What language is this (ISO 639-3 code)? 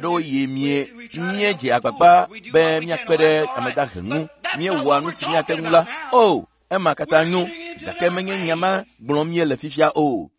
ewe